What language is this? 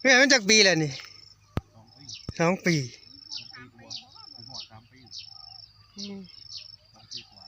Northeastern Thai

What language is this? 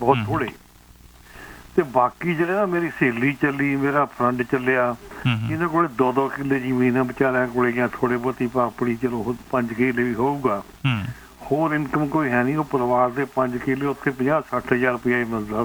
Punjabi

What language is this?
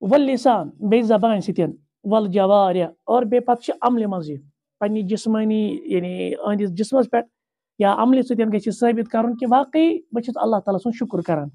Kashmiri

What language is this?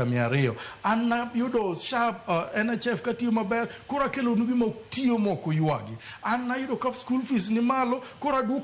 Luo (Kenya and Tanzania)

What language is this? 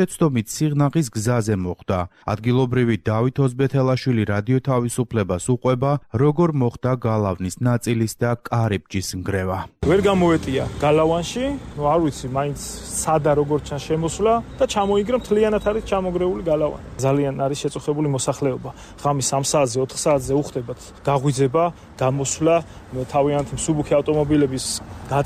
Georgian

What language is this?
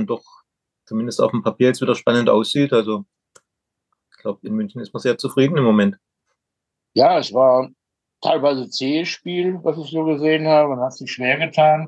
German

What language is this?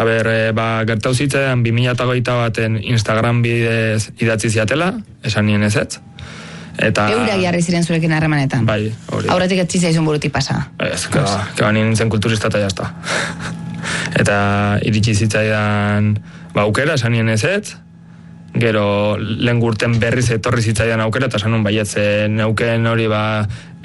Basque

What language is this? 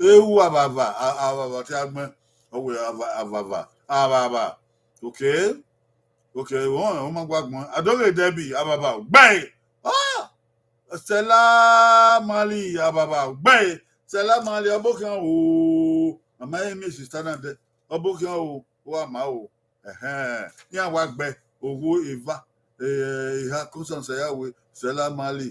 Bini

